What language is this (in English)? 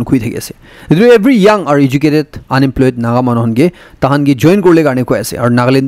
Naga Pidgin